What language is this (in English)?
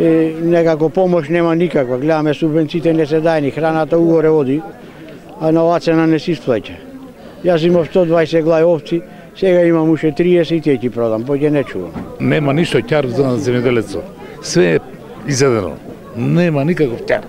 Macedonian